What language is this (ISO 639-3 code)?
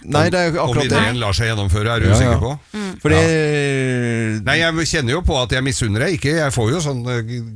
nor